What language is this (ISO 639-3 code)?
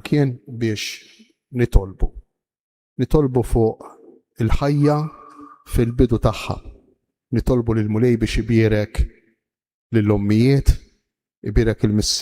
mlt